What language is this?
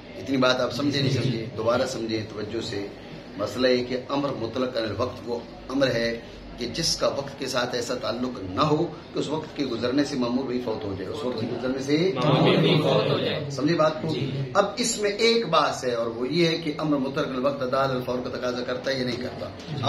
Urdu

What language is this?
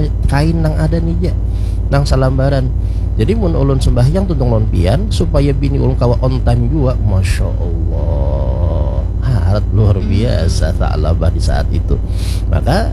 Banjar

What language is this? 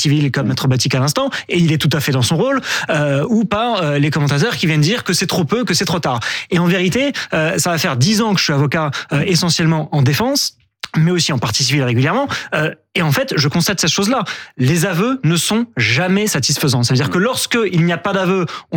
French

